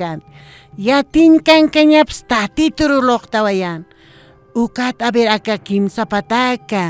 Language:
Aymara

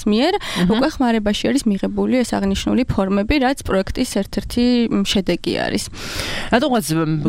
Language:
Georgian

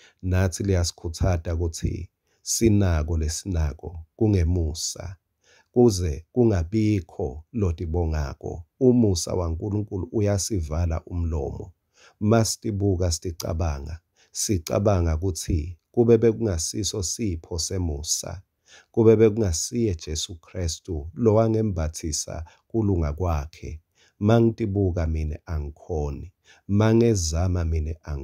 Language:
Swati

